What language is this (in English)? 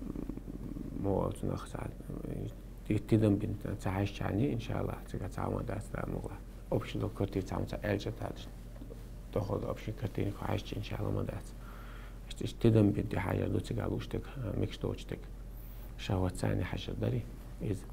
Chechen